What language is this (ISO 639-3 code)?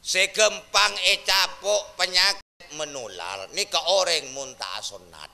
mad